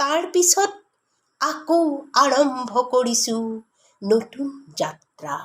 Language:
Assamese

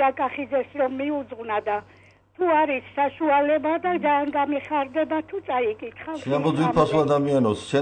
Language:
Georgian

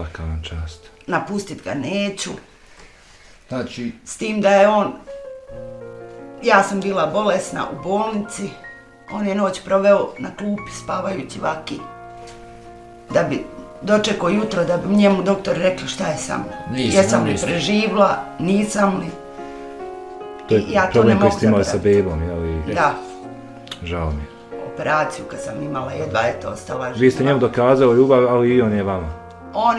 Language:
Bosnian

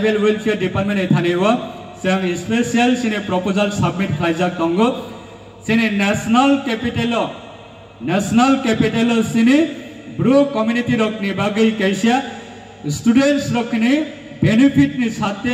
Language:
Riang (India)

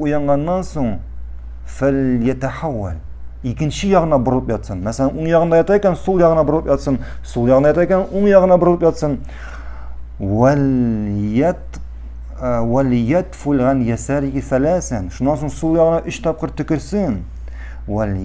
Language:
Tatar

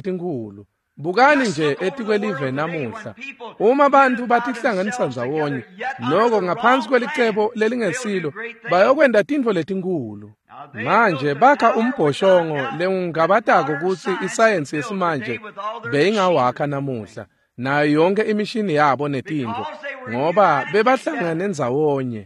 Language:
Swati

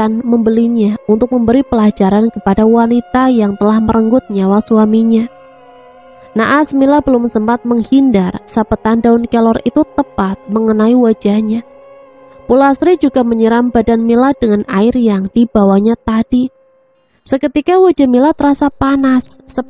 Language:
Indonesian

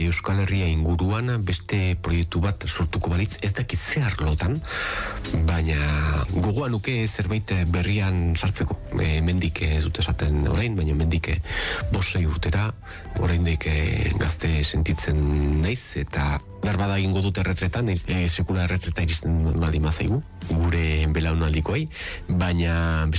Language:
Basque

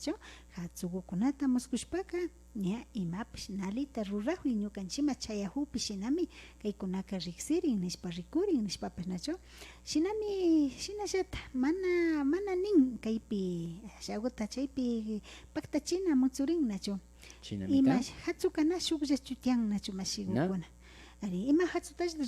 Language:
Imbabura Highland Quichua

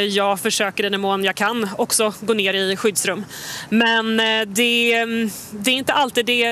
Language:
Swedish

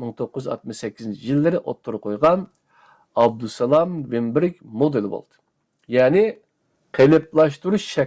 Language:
Uyghur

